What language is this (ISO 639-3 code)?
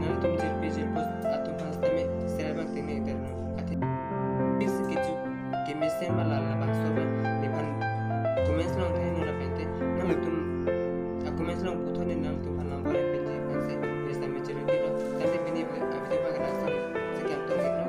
mjw